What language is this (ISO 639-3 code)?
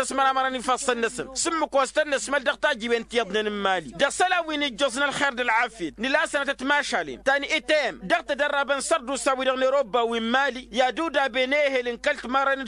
taq